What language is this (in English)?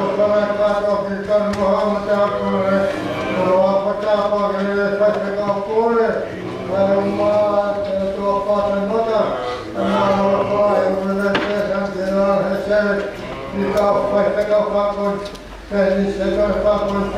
Tongan